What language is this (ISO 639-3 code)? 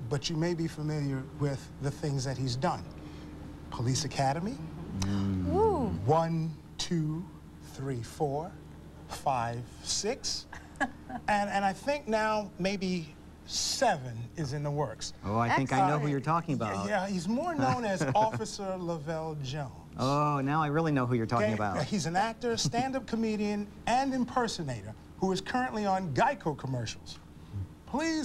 eng